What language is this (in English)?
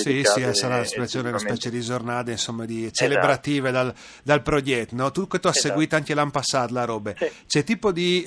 Friulian